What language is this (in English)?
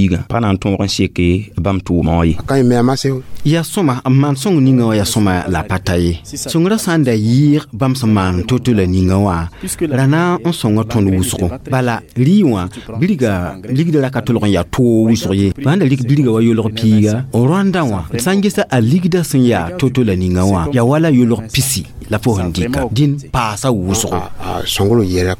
Mossi